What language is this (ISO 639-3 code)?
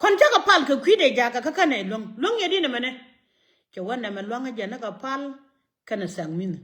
nus